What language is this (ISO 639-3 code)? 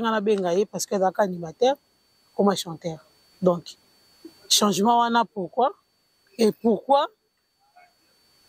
lin